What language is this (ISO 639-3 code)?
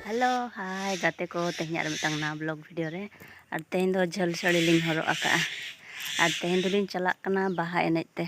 sat